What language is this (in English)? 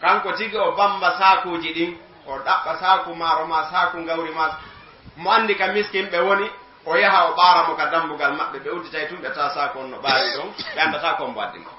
Fula